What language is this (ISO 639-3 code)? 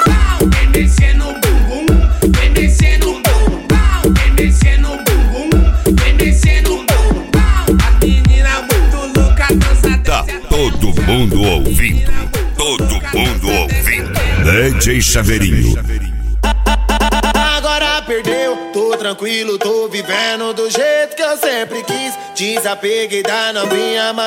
por